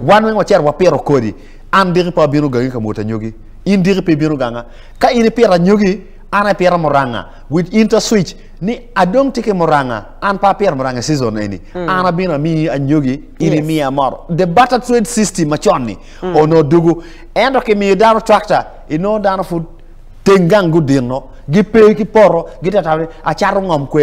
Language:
Acoli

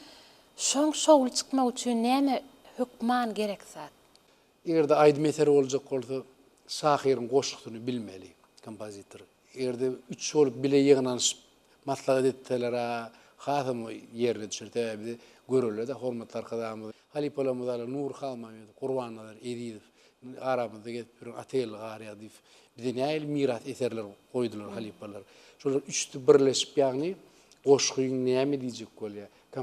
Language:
Turkmen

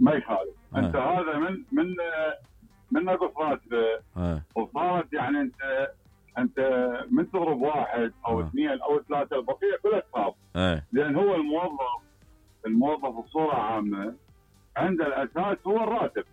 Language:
Mesopotamian Arabic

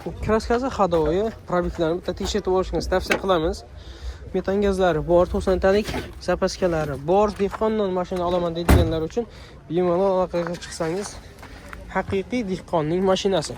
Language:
Uzbek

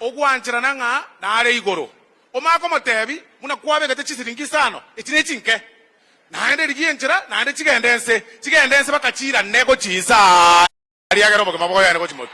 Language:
Gusii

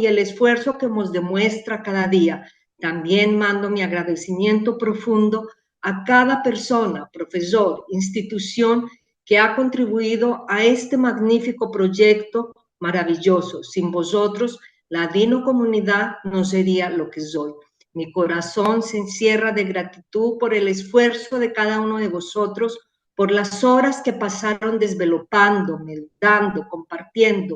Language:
Ladino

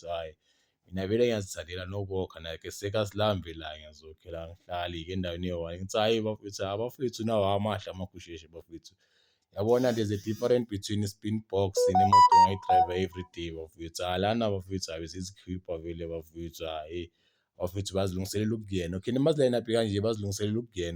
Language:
Zulu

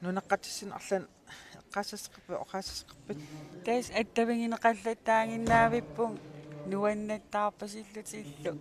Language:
Kalaallisut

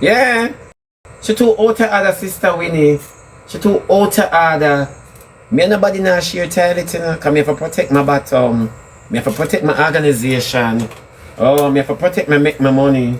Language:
Jamaican Creole English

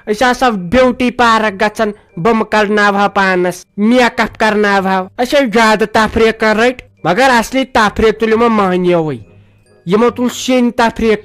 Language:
Kashmiri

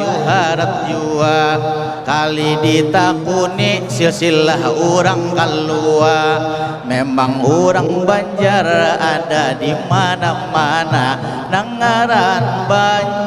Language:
Banjar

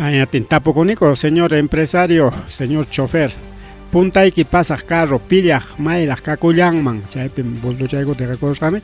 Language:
Ayacucho Quechua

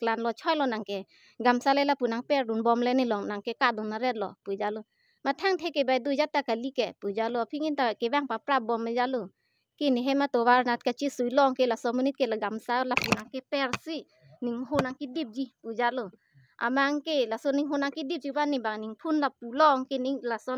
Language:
Karbi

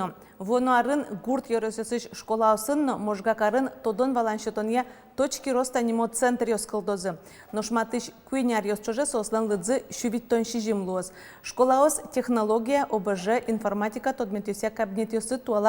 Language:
Udmurt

